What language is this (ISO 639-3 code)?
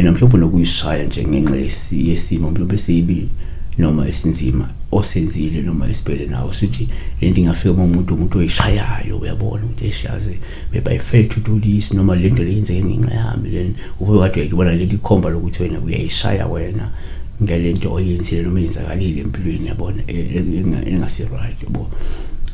zul